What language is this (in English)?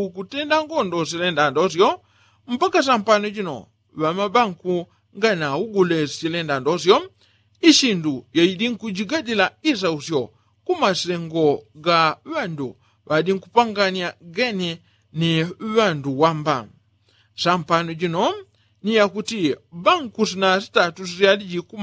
Yao